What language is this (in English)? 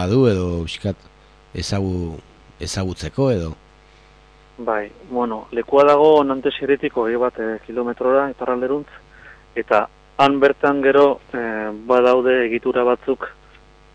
Basque